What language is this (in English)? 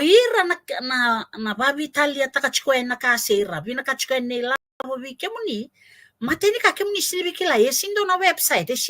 Fijian